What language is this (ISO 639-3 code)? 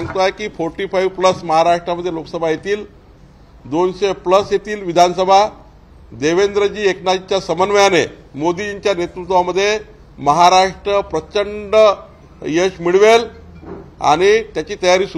mar